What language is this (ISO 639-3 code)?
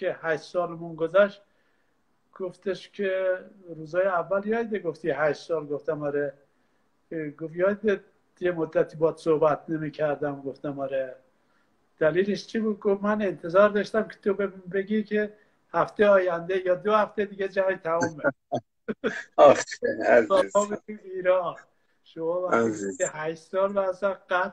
fas